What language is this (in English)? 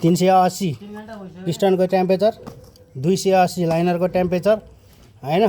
Nepali